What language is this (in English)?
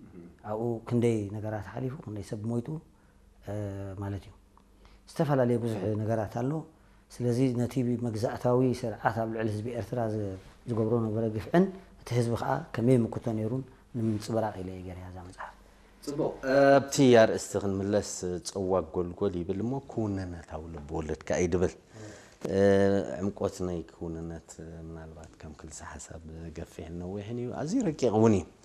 Tigrinya